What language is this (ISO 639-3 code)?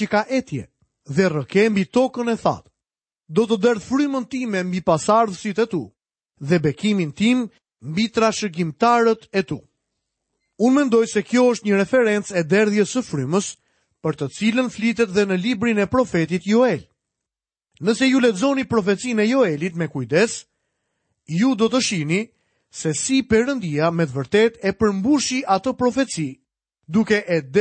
sqi